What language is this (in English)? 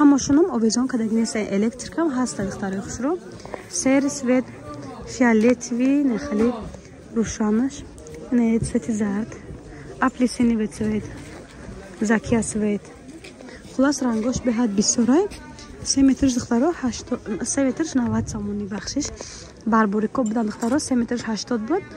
Tajik